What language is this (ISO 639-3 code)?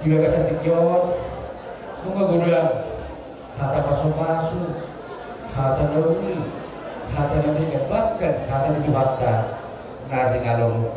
bbc